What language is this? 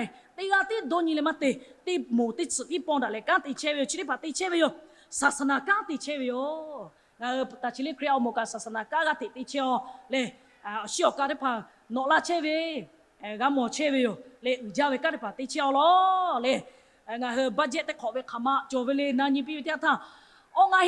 Lahu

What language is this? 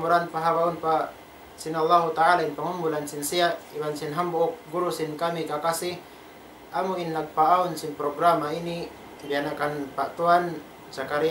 Tausug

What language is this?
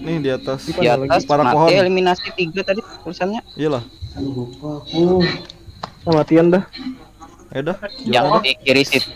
Banjar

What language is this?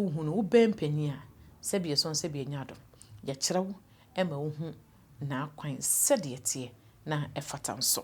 Akan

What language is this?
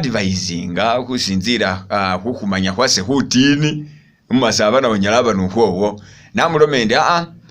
Masaaba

